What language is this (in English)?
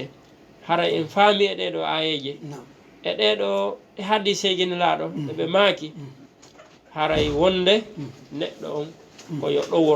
Fula